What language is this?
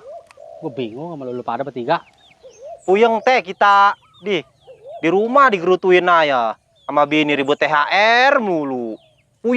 Betawi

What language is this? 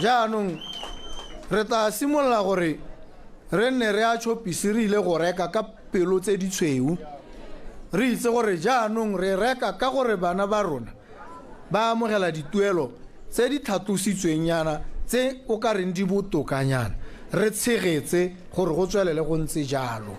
Tswana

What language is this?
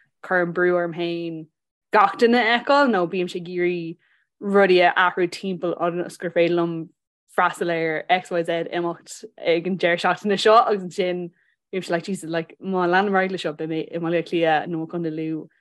Irish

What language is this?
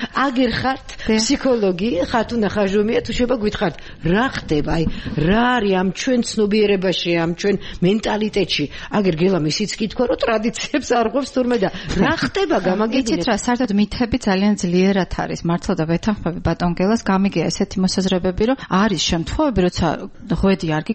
Georgian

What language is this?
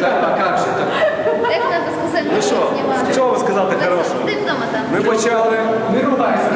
Rusyn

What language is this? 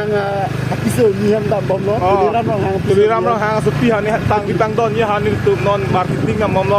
Karbi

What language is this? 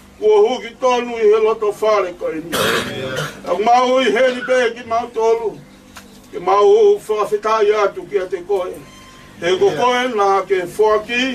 Tongan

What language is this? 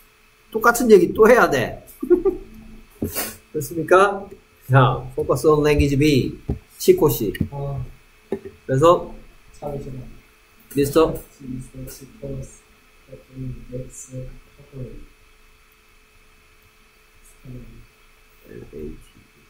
Korean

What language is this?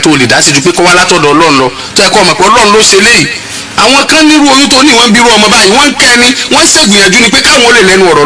Yoruba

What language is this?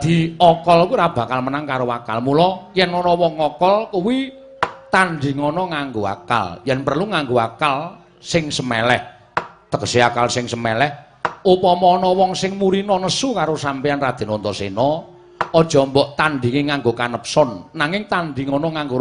Javanese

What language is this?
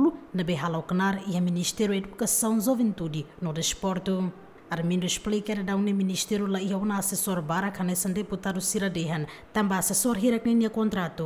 Tetum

